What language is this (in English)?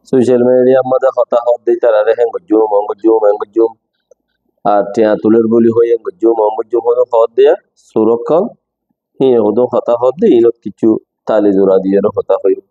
Rohingya